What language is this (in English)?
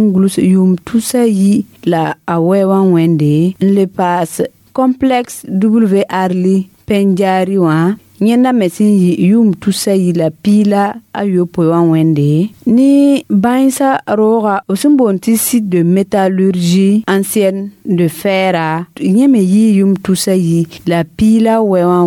Mossi